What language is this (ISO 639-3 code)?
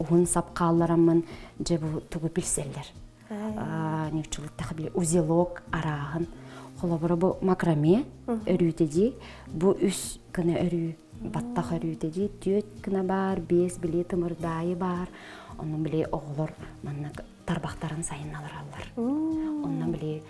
sah